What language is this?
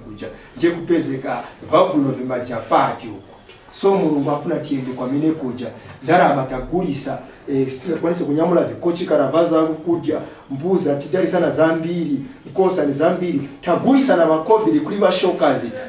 Nyanja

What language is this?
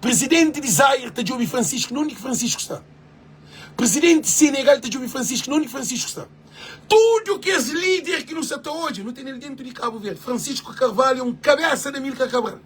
Kabuverdianu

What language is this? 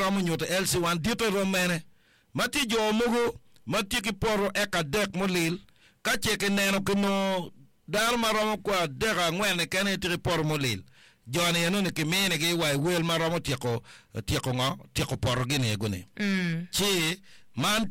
Acoli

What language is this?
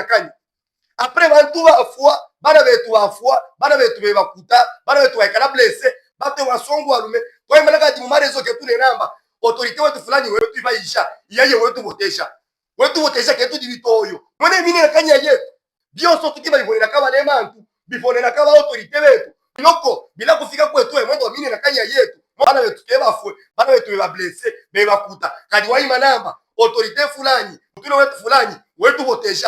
Luba-Katanga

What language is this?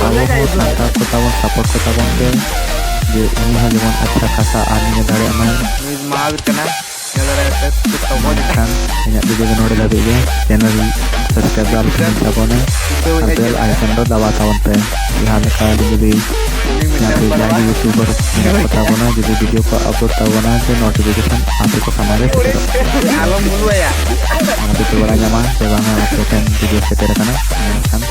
Santali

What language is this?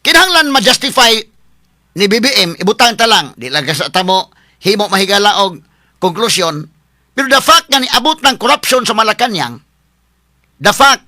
Cebuano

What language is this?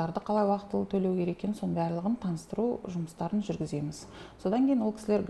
Kazakh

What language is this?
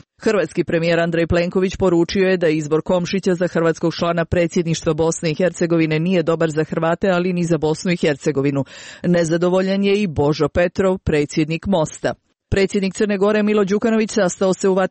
Croatian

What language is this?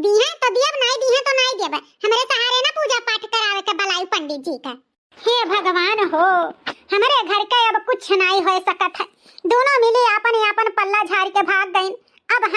Awadhi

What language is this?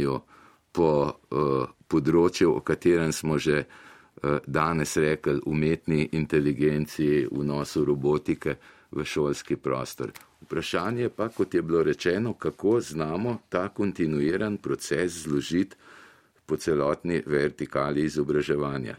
Slovenian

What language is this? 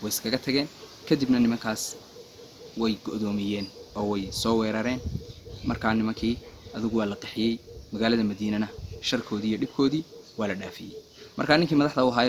Somali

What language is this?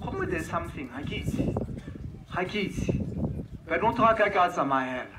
Tswana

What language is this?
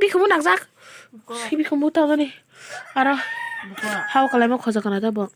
Kok Borok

